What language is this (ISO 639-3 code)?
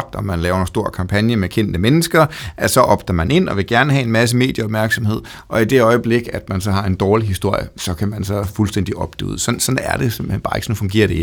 dan